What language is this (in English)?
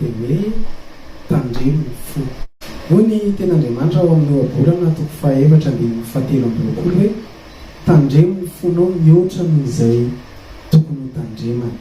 Malagasy